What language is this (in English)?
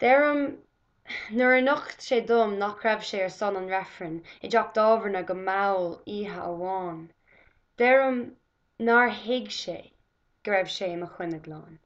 Irish